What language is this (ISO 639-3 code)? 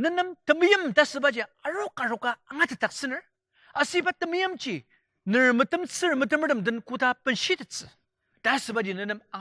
njo